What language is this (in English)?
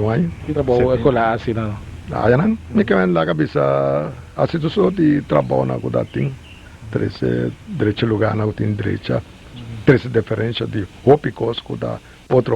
Papiamento